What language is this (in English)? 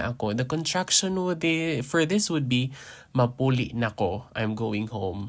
Hiligaynon